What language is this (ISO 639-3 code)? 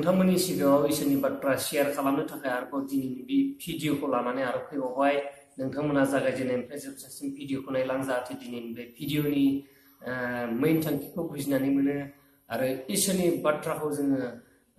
brx